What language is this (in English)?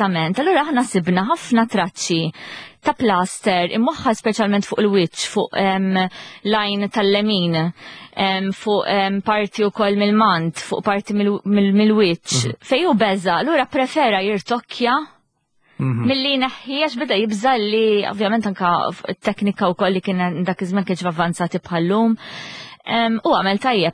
Maltese